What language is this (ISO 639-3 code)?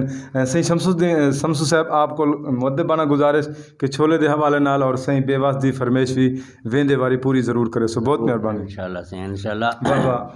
skr